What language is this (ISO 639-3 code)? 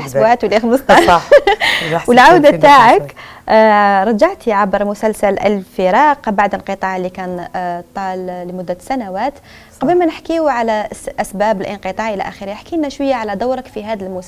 arq